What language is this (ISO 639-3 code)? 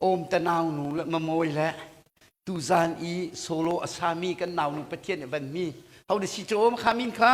cnh